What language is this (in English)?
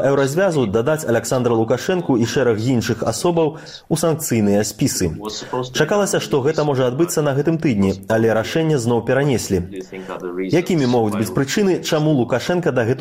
Belarusian